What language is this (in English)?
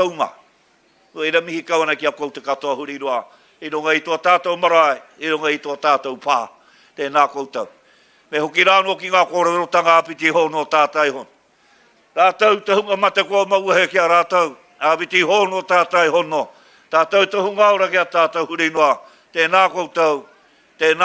Māori